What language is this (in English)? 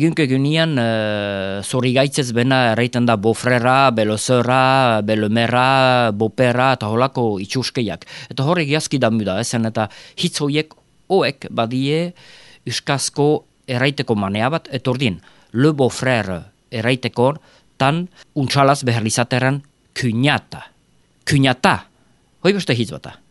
Basque